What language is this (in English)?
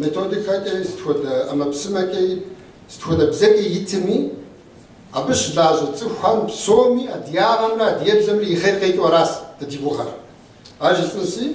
Kabardian